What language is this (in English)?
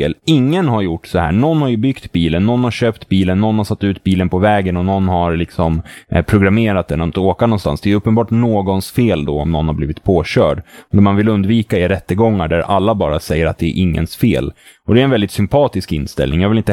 Swedish